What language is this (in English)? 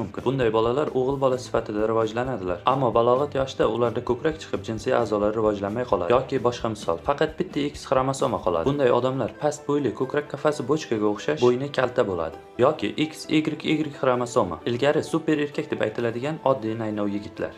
Uzbek